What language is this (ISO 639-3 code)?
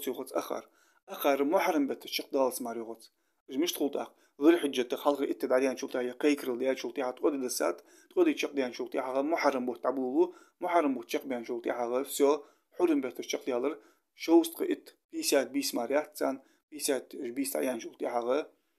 inh